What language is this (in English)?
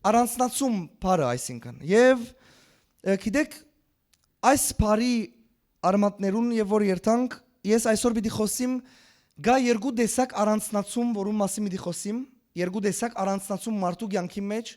Western Armenian